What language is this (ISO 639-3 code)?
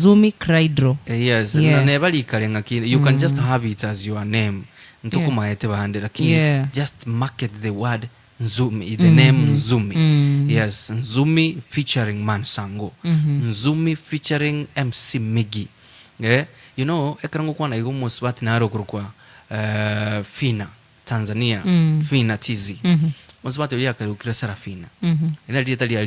guz